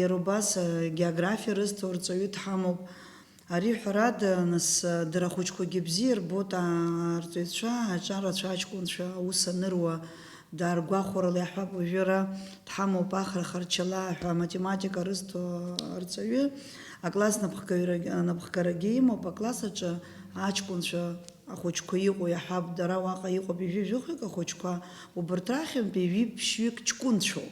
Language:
Abkhazian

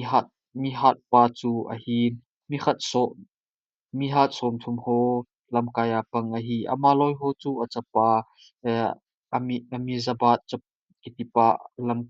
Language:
Thado Chin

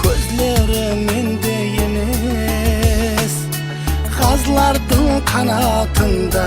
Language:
Kara-Kalpak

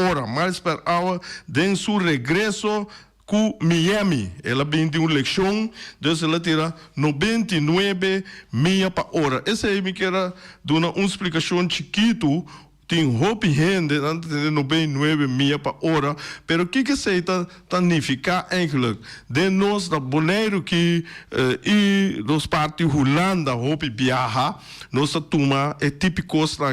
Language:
Papiamento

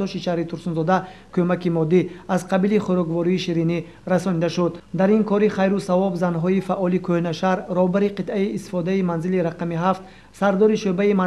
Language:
Tajik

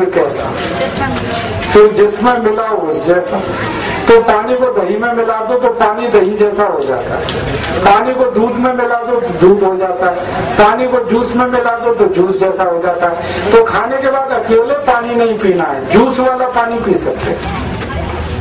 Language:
Hindi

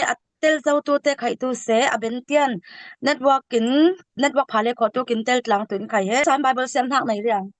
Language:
Falam Chin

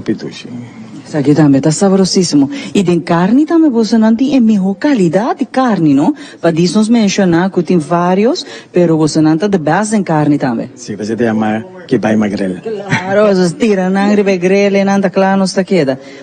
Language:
Papiamento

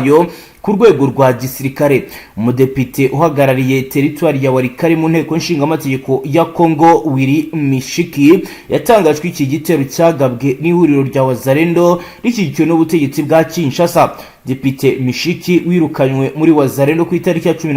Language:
Kinyarwanda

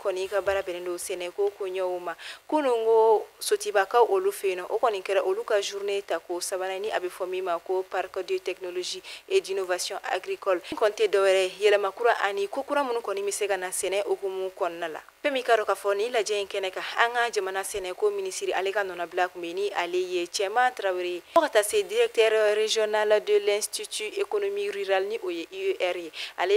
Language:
Bambara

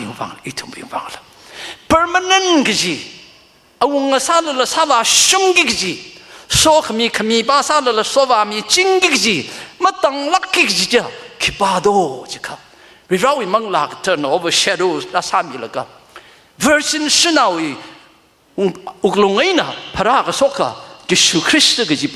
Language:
Tangkhul Naga (India)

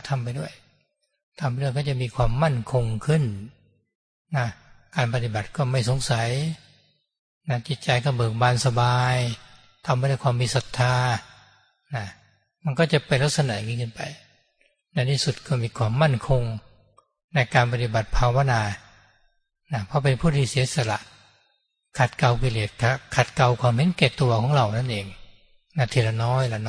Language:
Thai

